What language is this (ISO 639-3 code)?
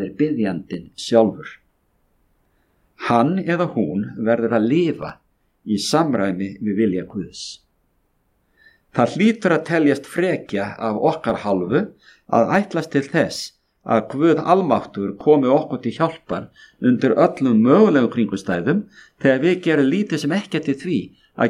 isl